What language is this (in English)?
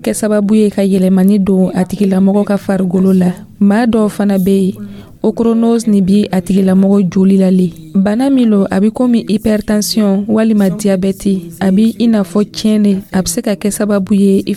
Dyula